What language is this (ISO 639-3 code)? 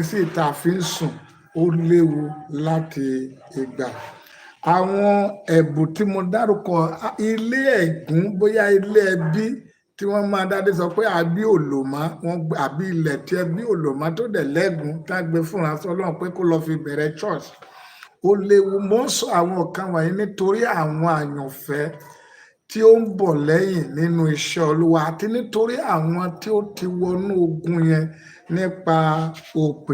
yor